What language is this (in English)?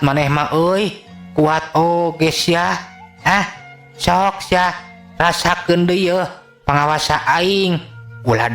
Sundanese